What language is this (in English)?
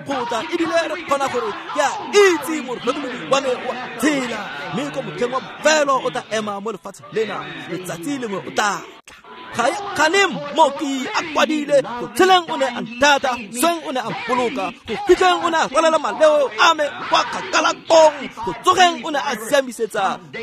Tswana